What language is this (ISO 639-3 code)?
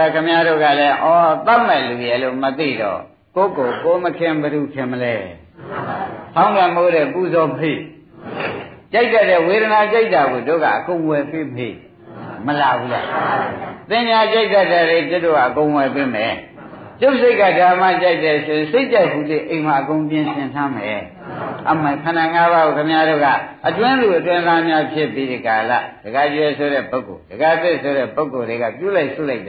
mya